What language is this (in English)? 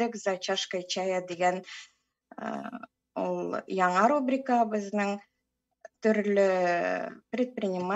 Tatar